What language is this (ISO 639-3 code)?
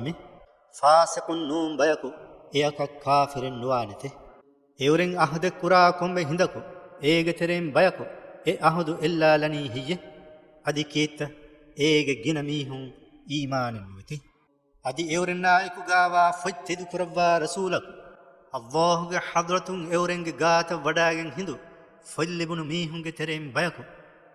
div